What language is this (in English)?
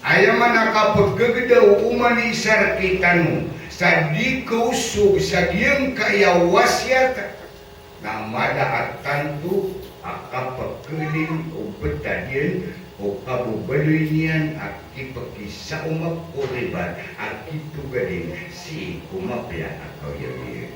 Maranao